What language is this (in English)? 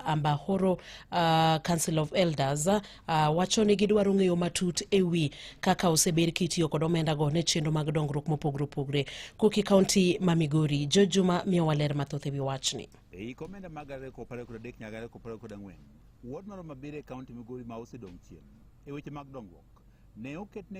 Luo (Kenya and Tanzania)